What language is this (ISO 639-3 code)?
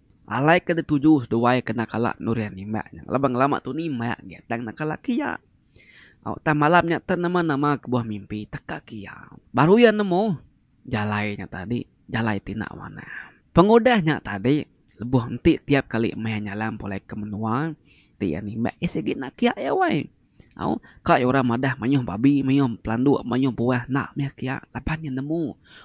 iba